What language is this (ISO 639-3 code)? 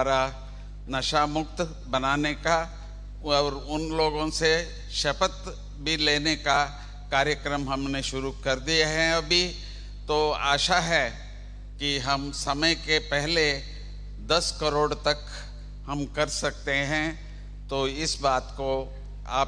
hin